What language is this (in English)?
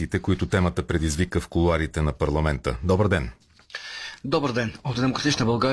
Bulgarian